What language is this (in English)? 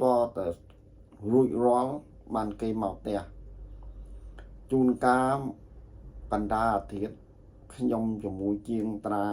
Khmer